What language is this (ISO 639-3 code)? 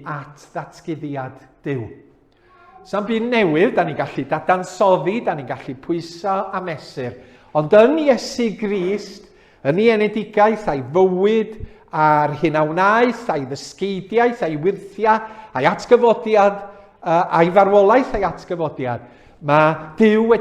cym